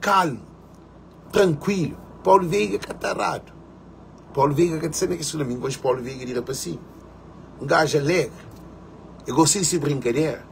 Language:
Kabuverdianu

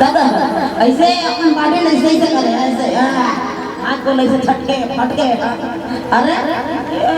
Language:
Chhattisgarhi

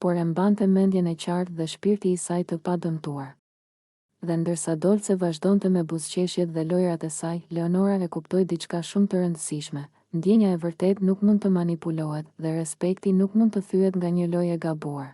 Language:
Albanian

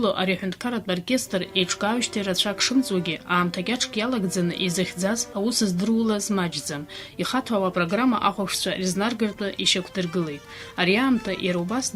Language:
Abkhazian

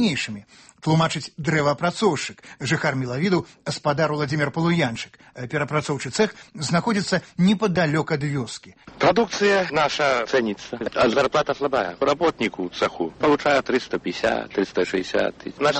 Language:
Belarusian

